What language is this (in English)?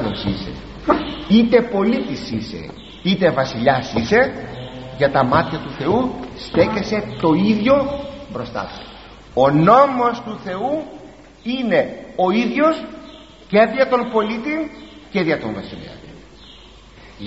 Greek